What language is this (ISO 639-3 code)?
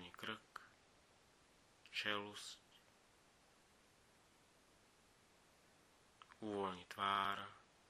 slk